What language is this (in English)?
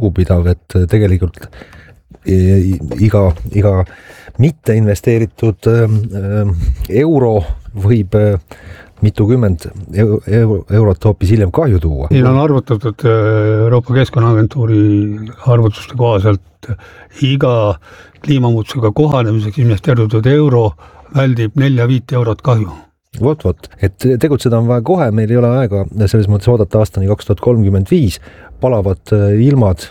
Estonian